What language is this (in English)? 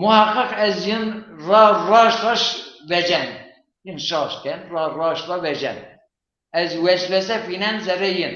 Zaza